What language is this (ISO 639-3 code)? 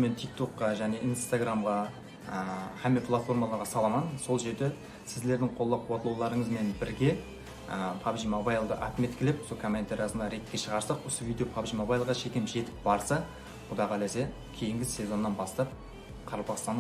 kaa